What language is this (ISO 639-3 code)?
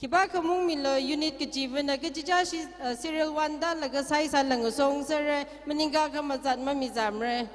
nmf